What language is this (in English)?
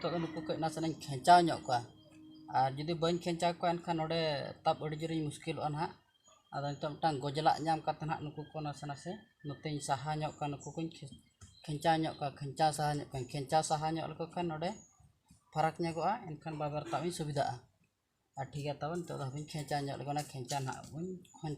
Santali